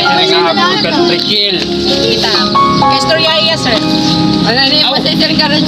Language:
Waray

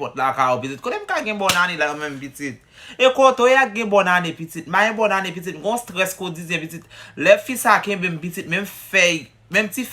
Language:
Haitian Creole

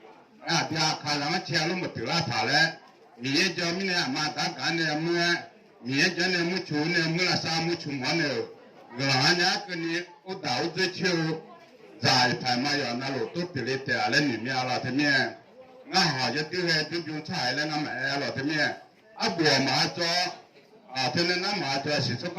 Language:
Akha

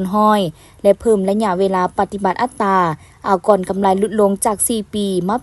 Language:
Lao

